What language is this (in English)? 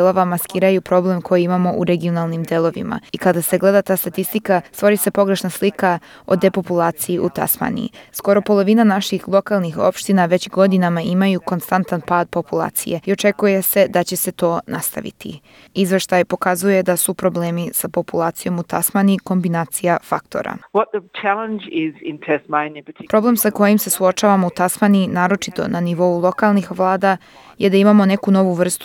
Serbian